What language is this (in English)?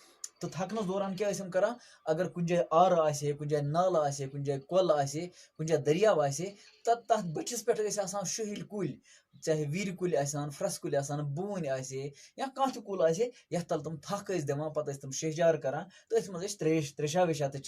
Kashmiri